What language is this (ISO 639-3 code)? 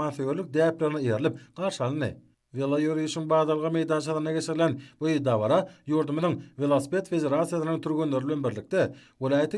tuk